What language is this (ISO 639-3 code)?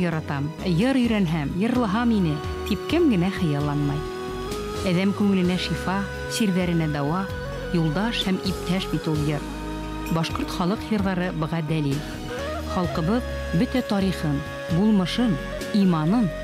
bak